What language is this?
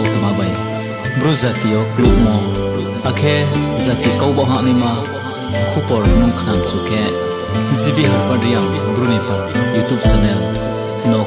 Riang (India)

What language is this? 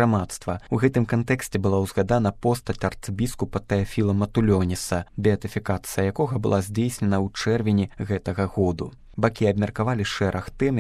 Belarusian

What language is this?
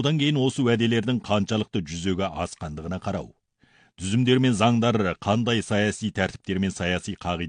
Kazakh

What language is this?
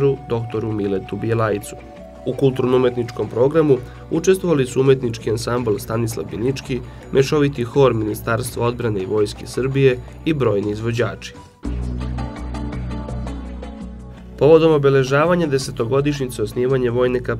Serbian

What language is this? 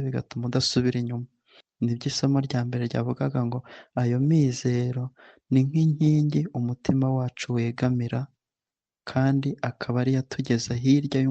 Kinyarwanda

